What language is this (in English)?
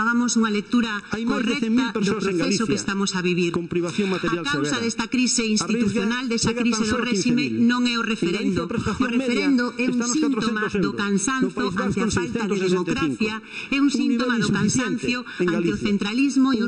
Galician